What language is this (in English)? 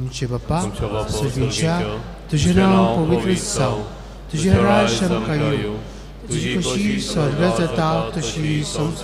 Konkani